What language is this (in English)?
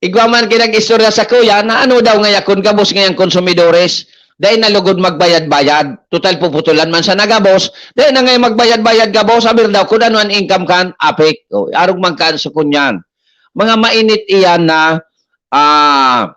Bikol